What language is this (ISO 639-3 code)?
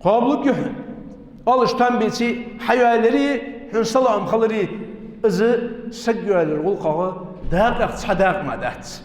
inh